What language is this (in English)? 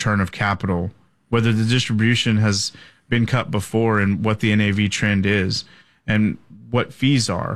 English